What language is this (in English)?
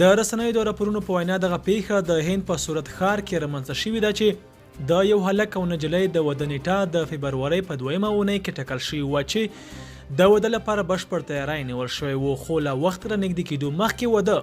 Pashto